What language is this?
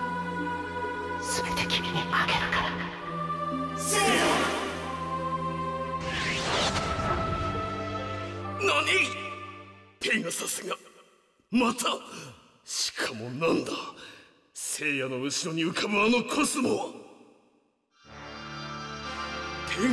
Japanese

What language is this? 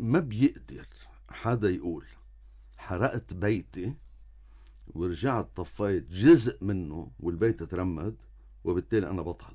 North Levantine Arabic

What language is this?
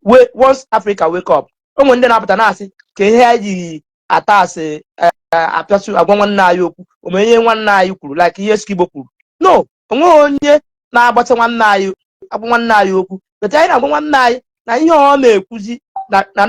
Igbo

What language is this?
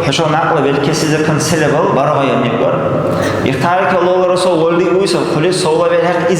Dargwa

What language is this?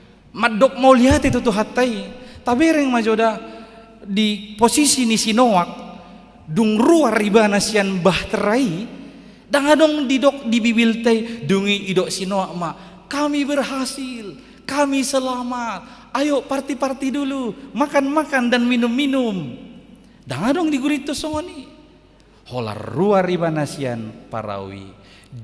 Batak Toba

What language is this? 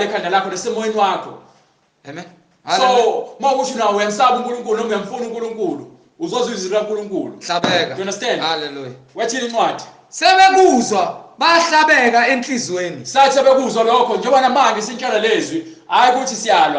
Zulu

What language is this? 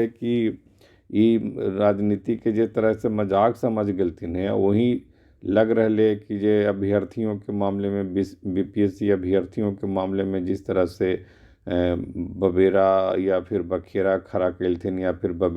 Magahi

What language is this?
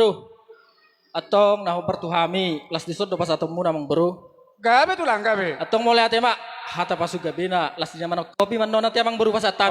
Batak Toba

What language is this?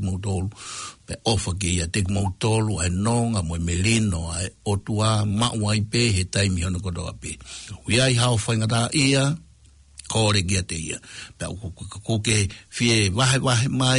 Tongan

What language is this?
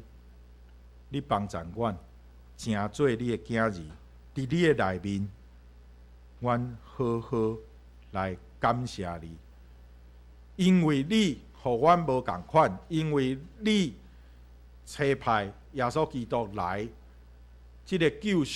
Min Nan Chinese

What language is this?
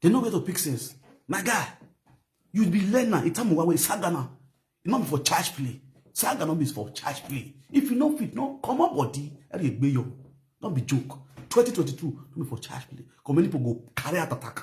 Nigerian Pidgin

